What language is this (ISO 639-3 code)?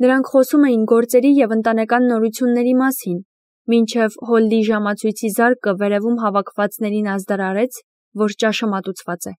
hye